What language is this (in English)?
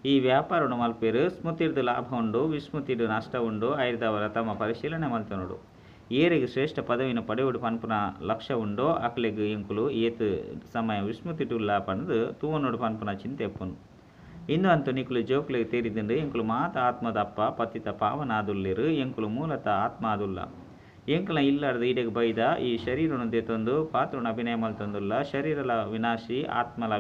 Tulu